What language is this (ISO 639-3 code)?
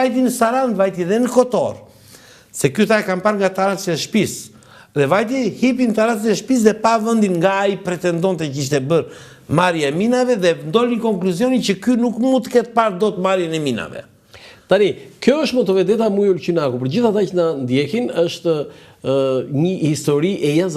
sqi